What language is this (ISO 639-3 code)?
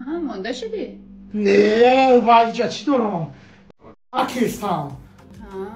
tgk